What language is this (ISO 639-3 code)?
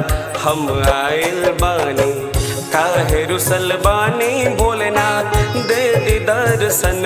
bho